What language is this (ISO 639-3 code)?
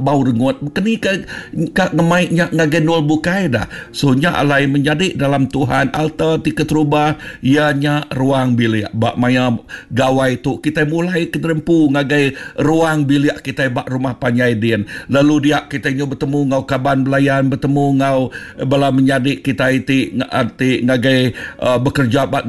iba